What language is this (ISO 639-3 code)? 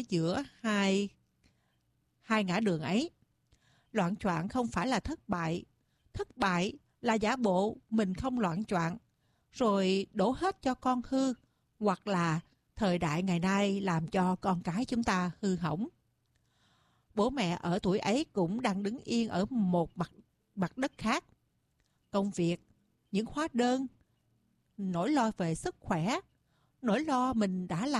vie